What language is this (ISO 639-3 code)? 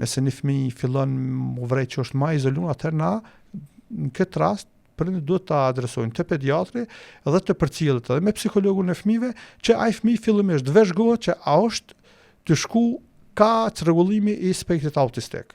sqi